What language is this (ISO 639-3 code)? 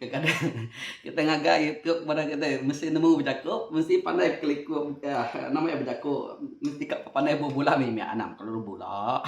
iba